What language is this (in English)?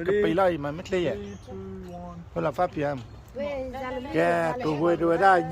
S'gaw Karen